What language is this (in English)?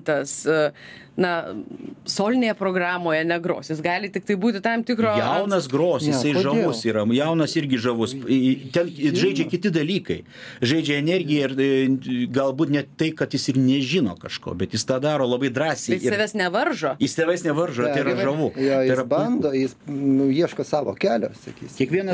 Lithuanian